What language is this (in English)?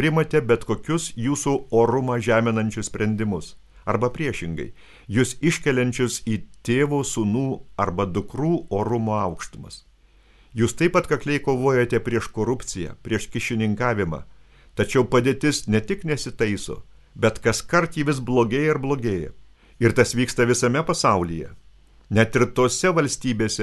Lithuanian